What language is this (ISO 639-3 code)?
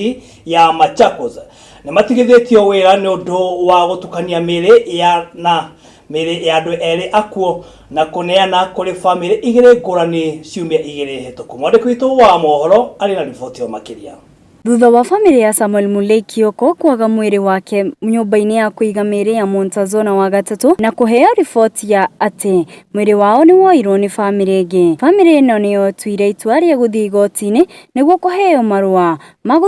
kik